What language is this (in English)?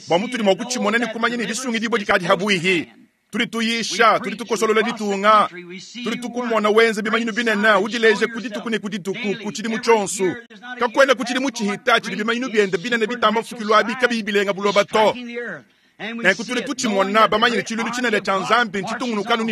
Luba-Lulua